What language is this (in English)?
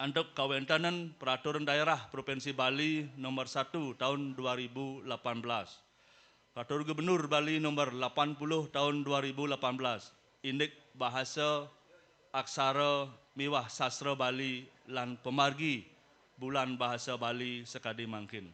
Balinese